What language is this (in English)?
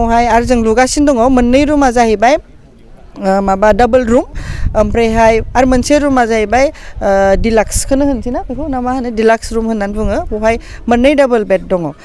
Bodo